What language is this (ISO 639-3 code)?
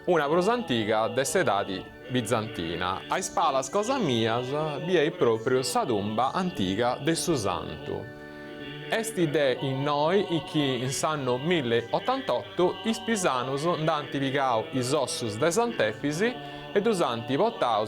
srd